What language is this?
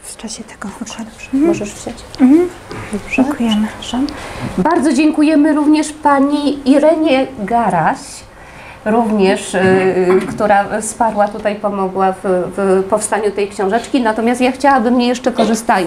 Polish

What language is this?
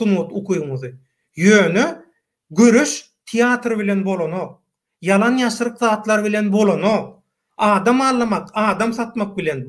Turkmen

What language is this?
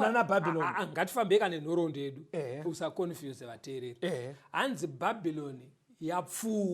Shona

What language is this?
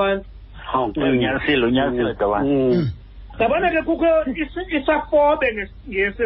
Xhosa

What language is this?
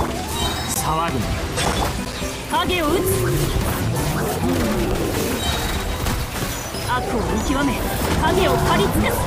Japanese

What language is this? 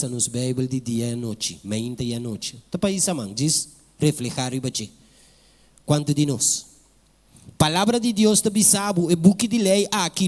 Papiamento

